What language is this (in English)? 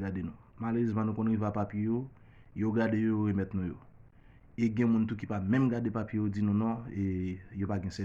Haitian Creole